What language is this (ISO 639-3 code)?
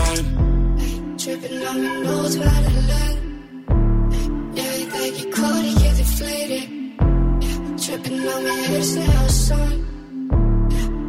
isl